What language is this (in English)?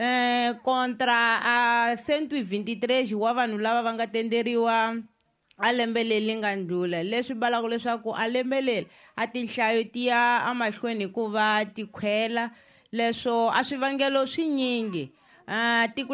Tsonga